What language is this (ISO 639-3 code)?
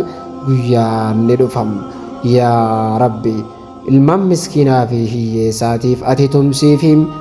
orm